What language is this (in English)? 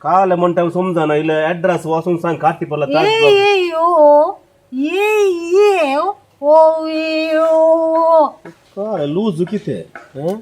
Konkani